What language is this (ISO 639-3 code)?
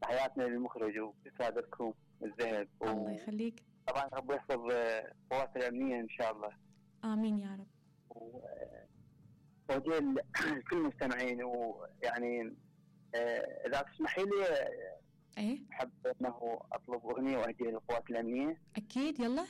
acm